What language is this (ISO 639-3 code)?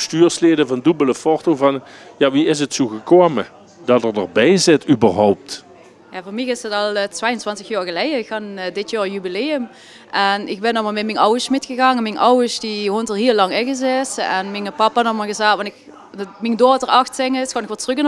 lim